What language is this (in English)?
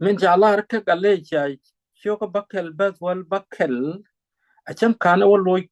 Nuer